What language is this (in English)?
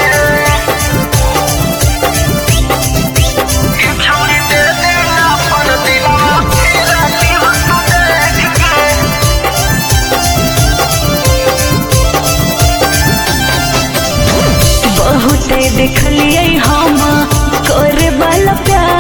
Bhojpuri